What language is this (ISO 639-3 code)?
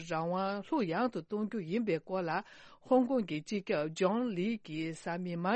bod